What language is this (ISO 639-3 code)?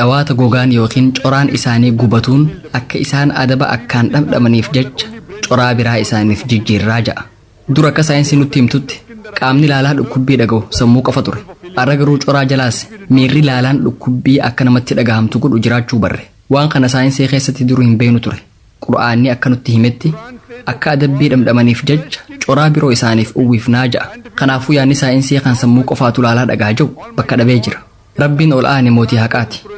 orm